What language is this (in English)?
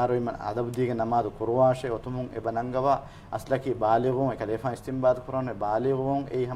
Divehi